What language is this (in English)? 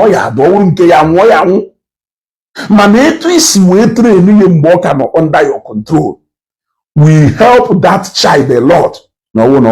Igbo